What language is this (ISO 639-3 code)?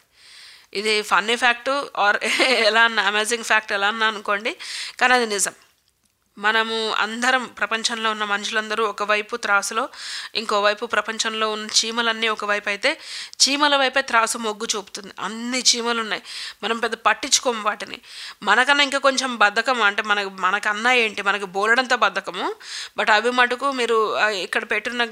tel